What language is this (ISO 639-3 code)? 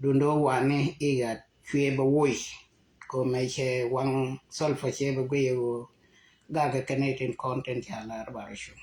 nus